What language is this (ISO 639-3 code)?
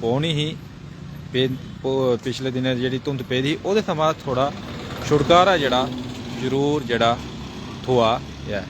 doi